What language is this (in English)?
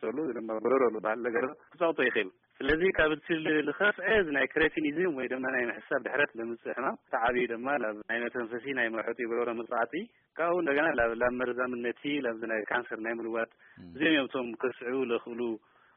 Tigrinya